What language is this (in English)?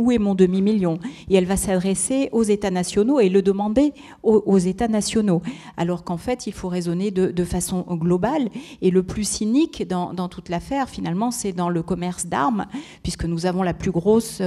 French